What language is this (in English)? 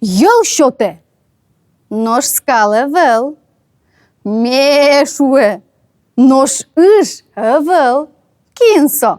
Udmurt